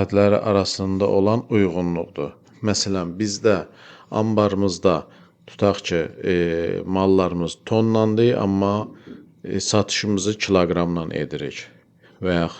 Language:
Azerbaijani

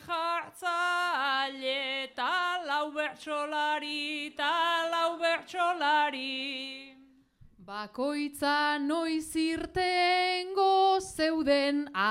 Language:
Basque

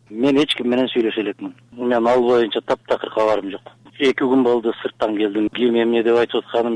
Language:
Kyrgyz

